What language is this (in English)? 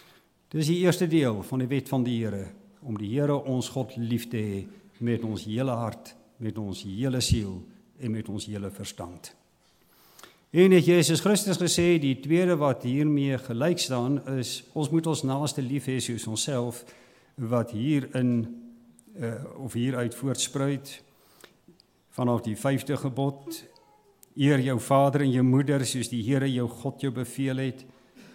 Afrikaans